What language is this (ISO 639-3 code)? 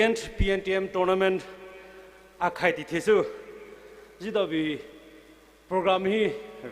pmx